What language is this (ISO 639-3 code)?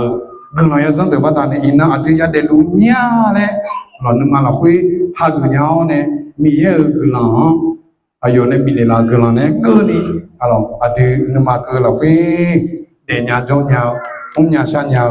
ahk